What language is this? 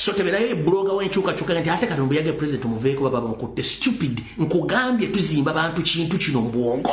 Ganda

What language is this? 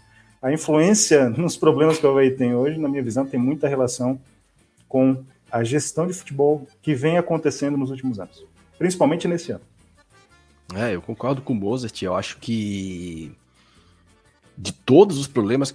Portuguese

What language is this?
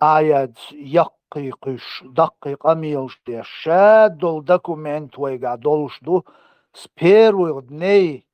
Chechen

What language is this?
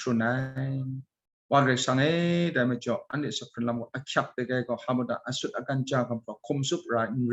Kachin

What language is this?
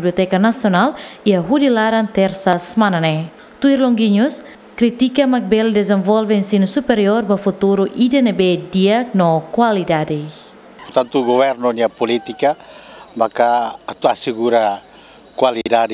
Tetum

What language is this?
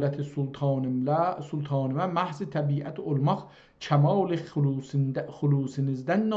South Azerbaijani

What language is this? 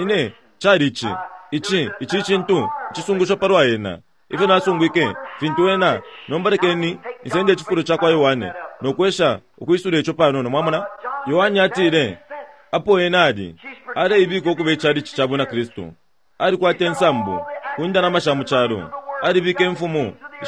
Bemba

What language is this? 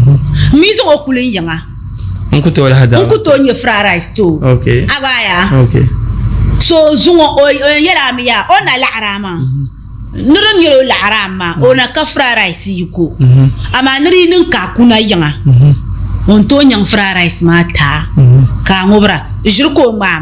Dagbani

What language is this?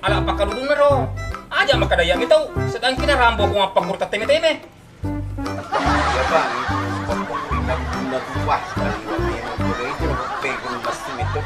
Buginese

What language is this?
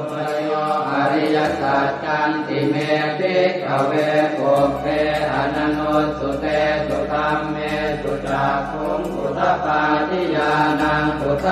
Pali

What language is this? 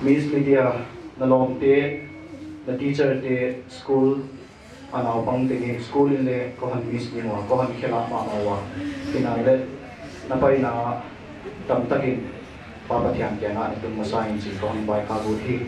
Paite Chin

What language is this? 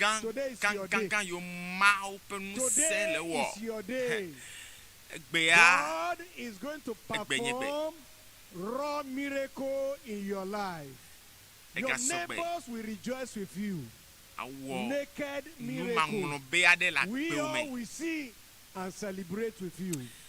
Ewe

